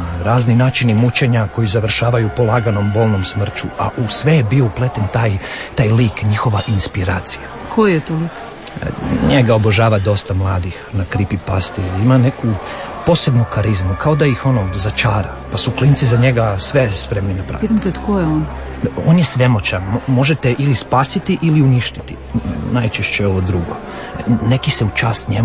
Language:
Croatian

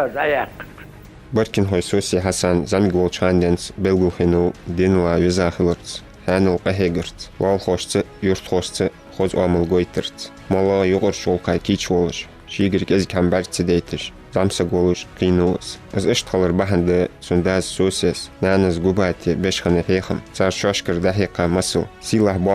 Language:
Ingush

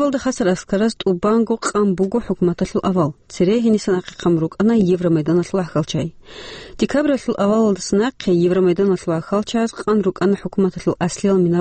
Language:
Avaric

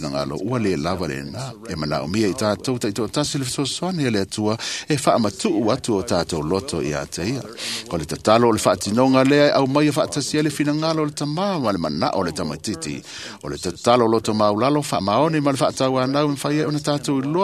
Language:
Samoan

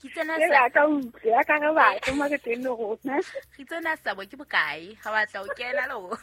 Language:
Southern Sotho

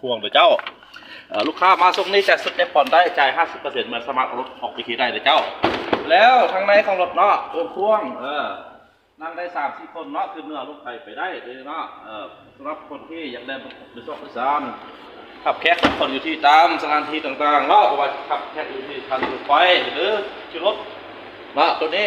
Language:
Lao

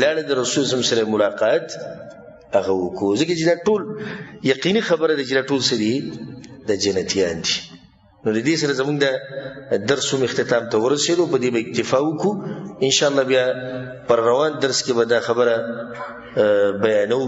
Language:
Pashto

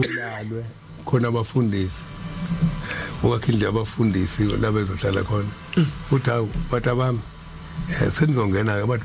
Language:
Zulu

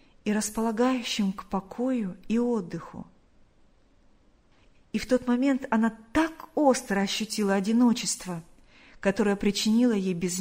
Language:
Russian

